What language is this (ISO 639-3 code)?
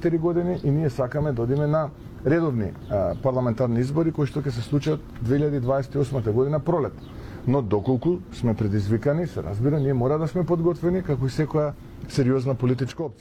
mkd